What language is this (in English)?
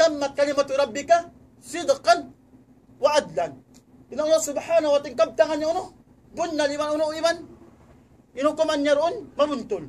Tausug